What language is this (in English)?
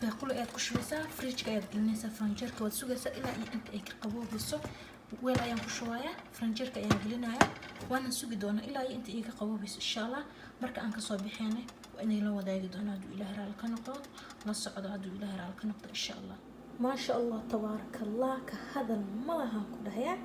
Somali